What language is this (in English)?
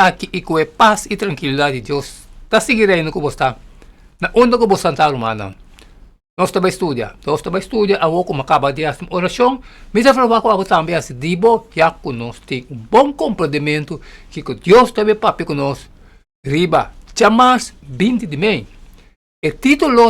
Papiamento